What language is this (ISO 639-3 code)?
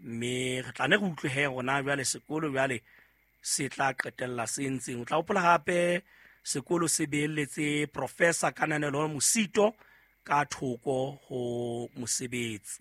sot